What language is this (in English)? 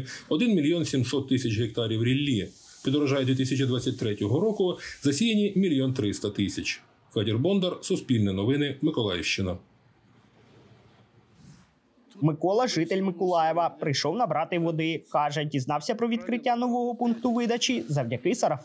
Ukrainian